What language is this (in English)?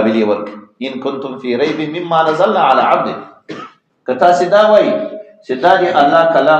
Pashto